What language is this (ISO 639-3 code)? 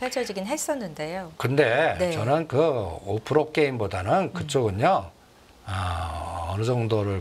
kor